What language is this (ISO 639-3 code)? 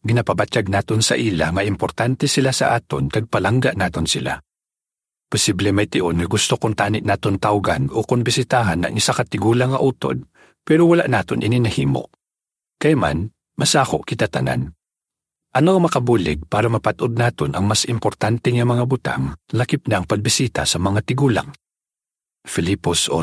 hil